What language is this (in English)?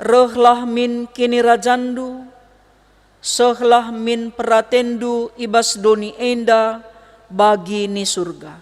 Batak Karo